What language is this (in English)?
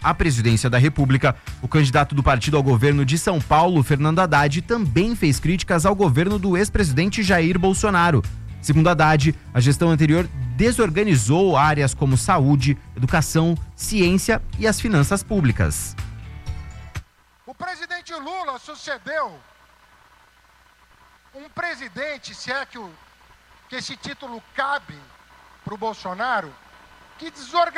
Portuguese